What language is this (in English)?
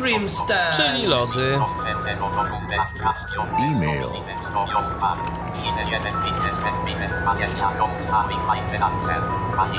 Polish